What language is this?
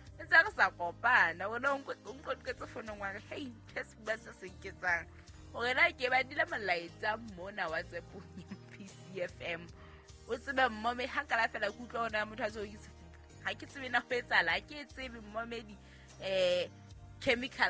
Southern Sotho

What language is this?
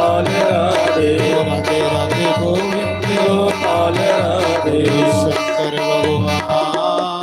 Dogri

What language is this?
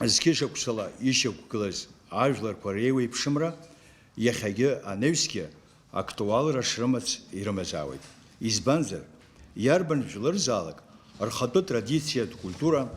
Abkhazian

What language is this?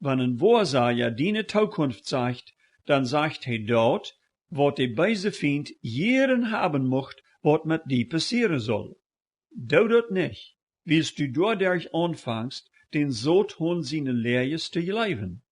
Plautdietsch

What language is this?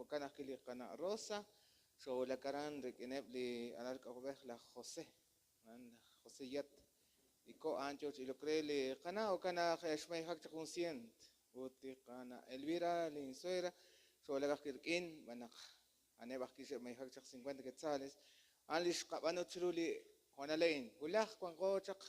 Kekchí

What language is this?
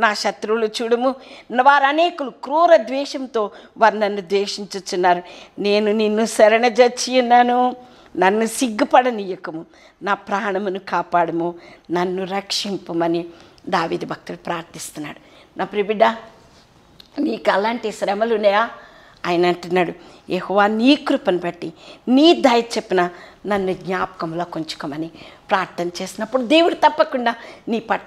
Telugu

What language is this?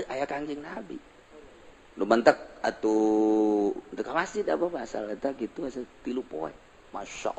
Sundanese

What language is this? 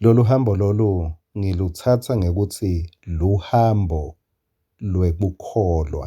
Swati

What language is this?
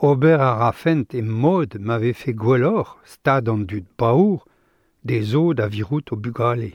Breton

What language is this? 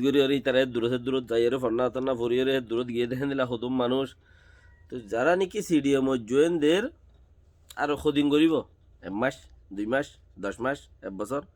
Rohingya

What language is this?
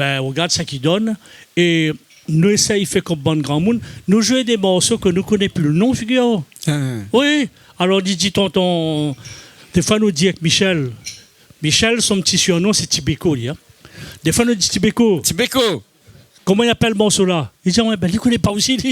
Réunion Creole French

